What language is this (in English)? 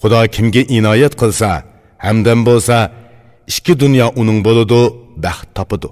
Uyghur